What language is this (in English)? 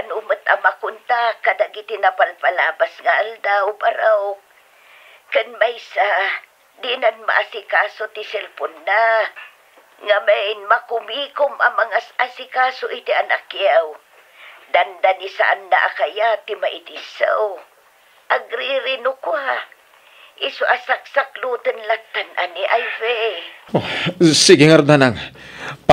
Iloko